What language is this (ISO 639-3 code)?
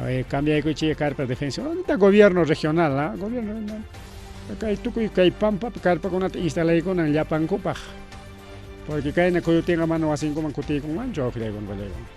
quy